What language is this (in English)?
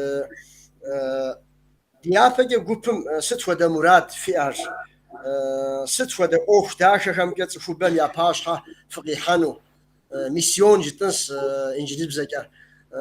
Kabardian